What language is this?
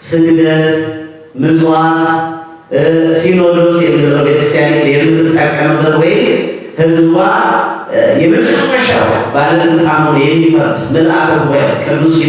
Amharic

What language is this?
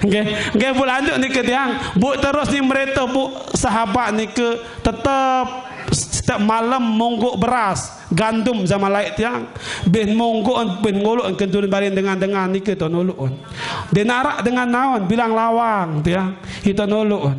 Sasak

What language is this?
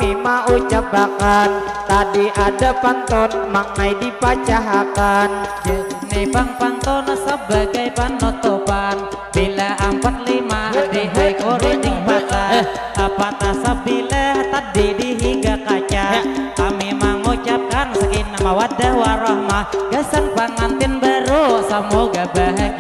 Banjar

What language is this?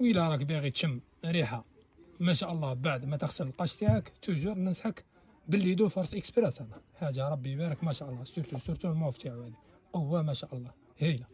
Algerian Arabic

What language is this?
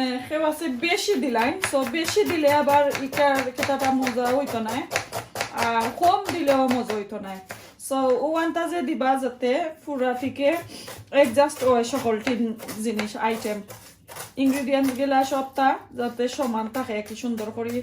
Sylheti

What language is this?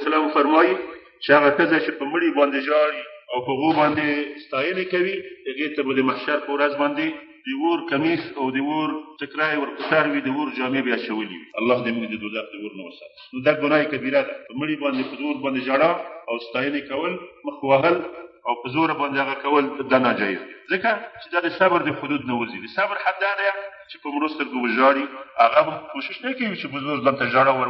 Pashto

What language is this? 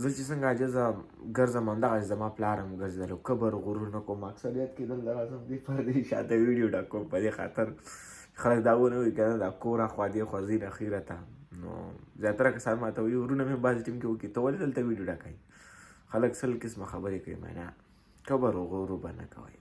Pashto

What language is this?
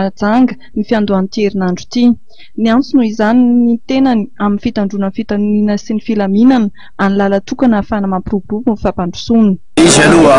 Malagasy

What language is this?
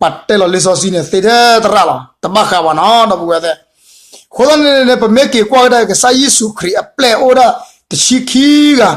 S'gaw Karen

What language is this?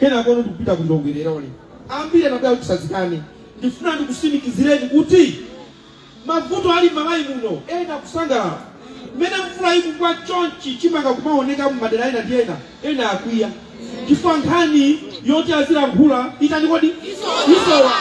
Nyanja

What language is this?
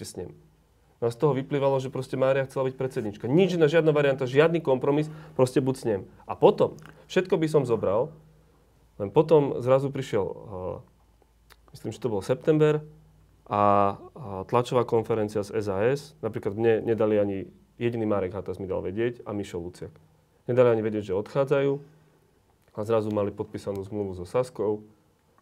Slovak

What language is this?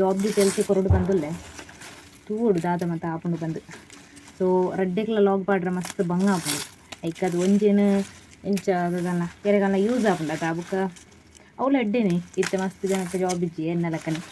Tulu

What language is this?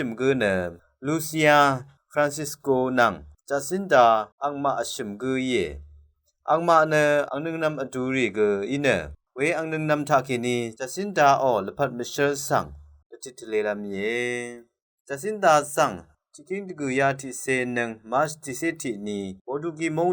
Rawang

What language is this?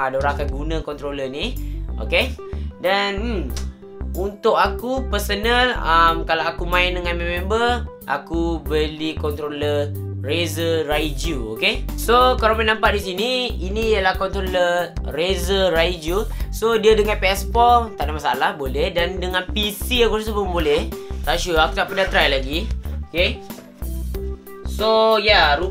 Malay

